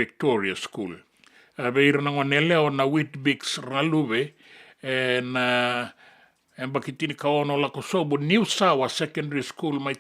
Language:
Fijian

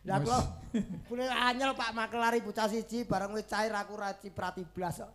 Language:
Javanese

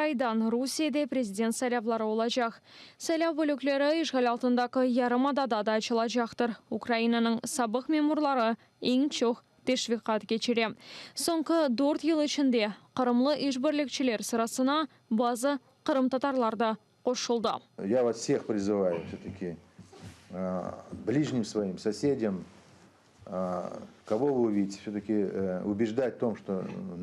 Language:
Crimean Tatar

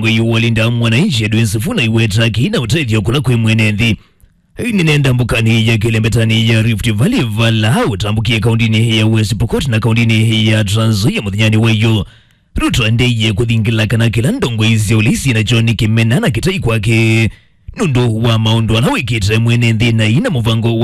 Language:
Kamba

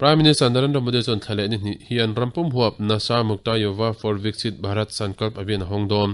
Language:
Mizo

